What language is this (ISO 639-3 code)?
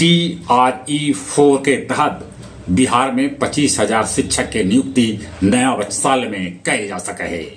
mag